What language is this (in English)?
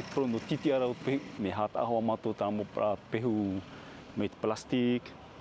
Tahitian